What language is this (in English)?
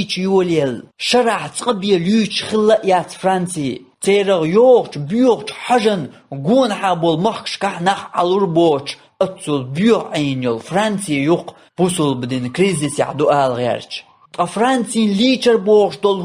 Chechen